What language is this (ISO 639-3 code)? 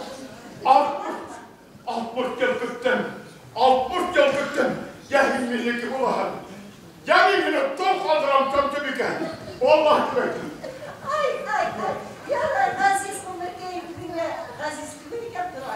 bak